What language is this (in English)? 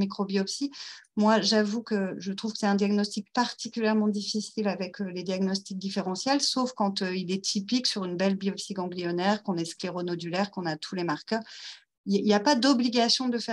French